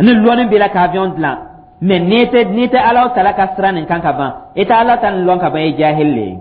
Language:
Dyula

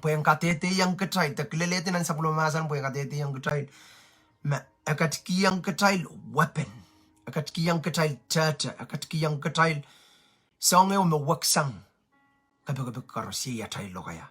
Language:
Pohnpeian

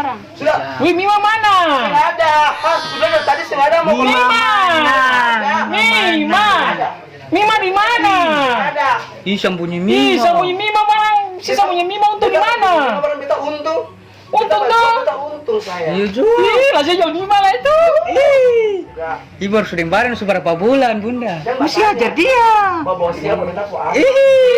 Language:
Ambonese Malay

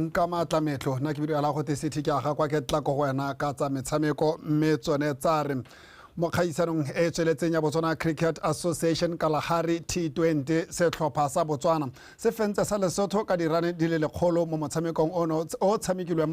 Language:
Tswana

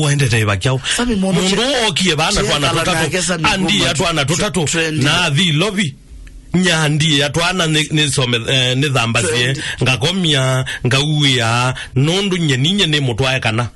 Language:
Kamba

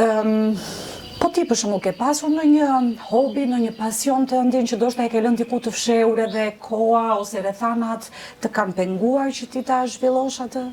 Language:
Albanian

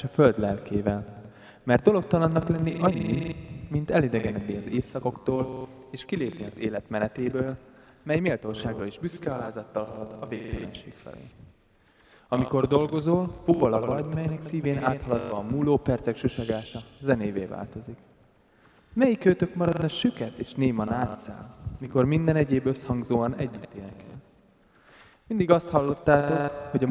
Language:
Hungarian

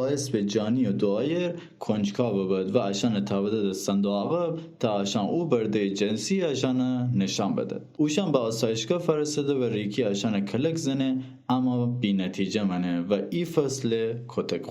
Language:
Gilaki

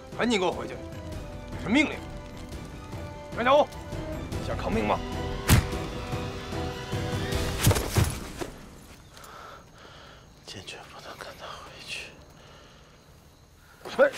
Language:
Chinese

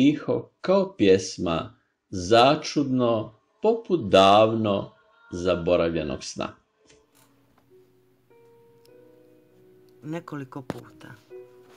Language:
Croatian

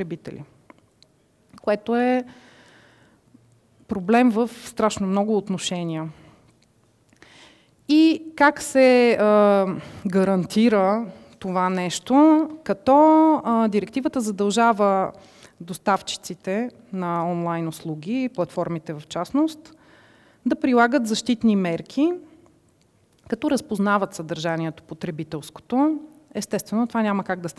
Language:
Bulgarian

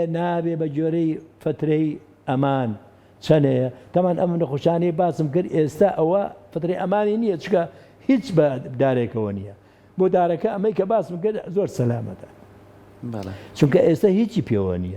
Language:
Central Kurdish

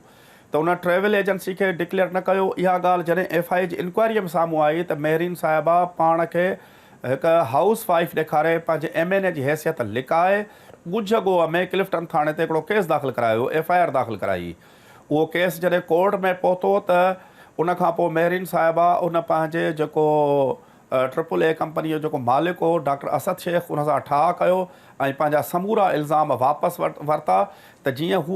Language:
Sindhi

